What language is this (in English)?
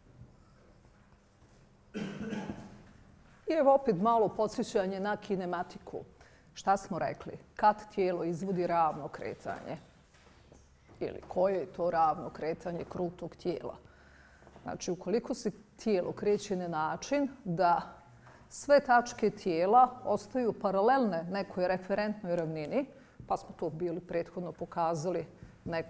Bosnian